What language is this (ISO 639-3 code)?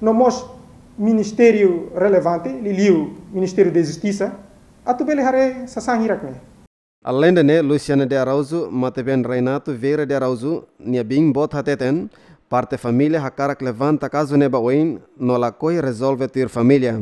tet